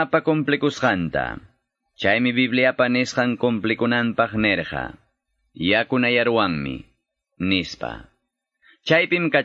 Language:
Quechua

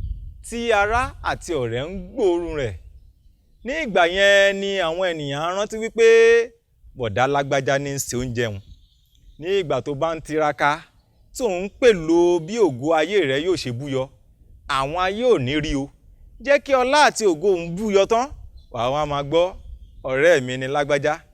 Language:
Yoruba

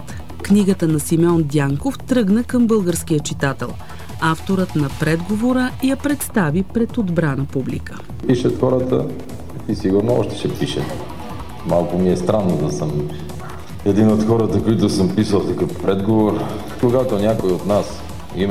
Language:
Bulgarian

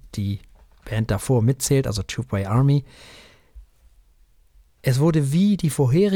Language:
German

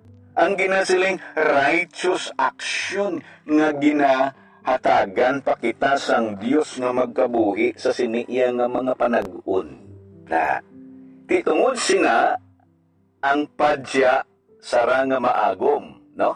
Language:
Hiligaynon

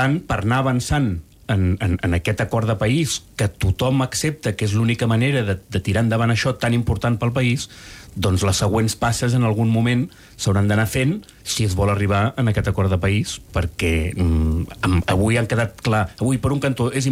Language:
Catalan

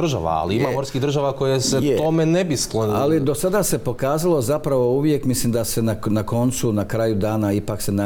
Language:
Croatian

